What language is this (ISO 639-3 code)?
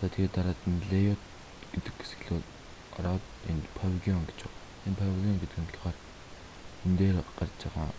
mon